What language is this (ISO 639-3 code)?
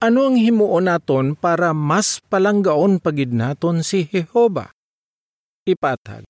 hil